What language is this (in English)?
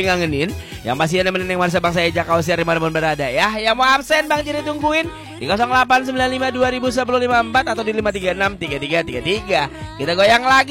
Indonesian